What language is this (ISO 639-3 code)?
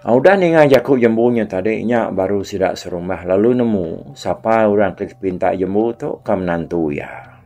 iba